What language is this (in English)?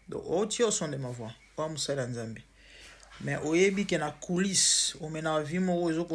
Lingala